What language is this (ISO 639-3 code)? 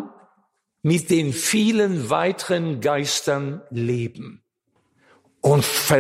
deu